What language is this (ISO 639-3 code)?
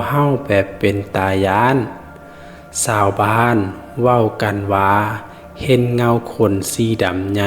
lao